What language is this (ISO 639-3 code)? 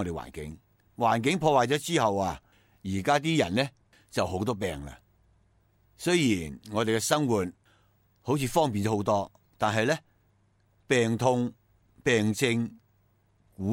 yue